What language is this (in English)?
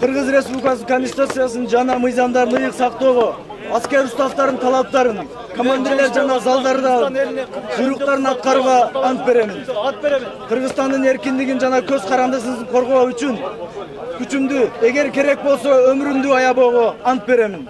Kyrgyz